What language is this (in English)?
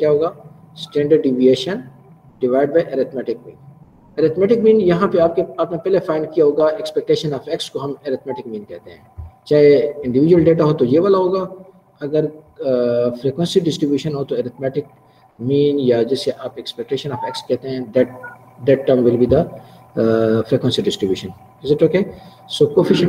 Hindi